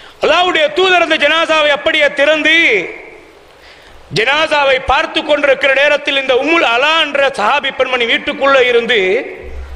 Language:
Tamil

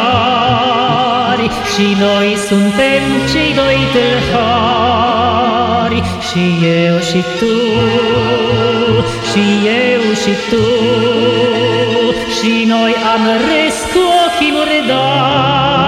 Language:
Romanian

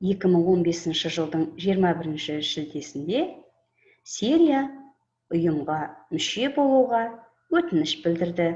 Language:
Kazakh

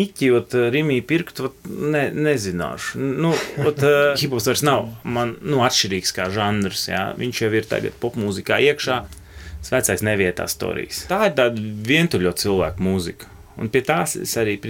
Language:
Latvian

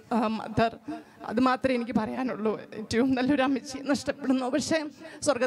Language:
Malayalam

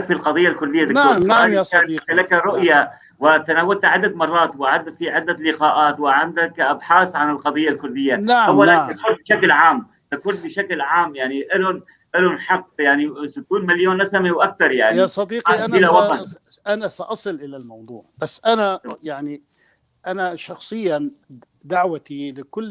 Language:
North Levantine Arabic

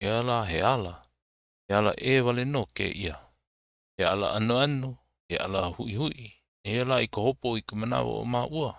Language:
Hawaiian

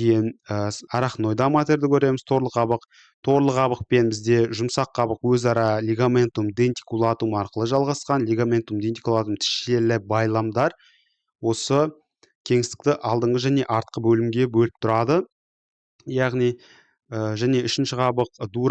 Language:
Kazakh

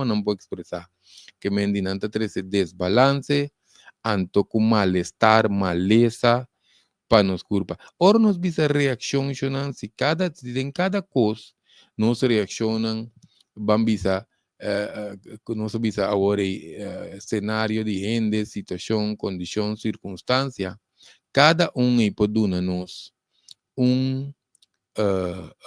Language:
Papiamento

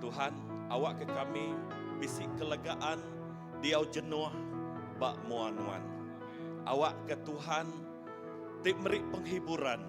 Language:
Iban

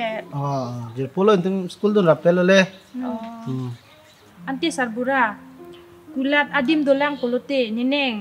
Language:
Karbi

